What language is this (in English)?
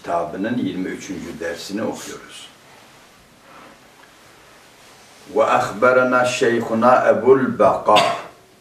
Turkish